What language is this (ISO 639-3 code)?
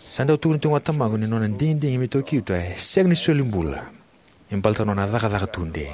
fij